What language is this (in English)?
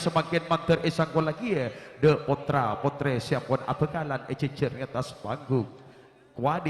Madurese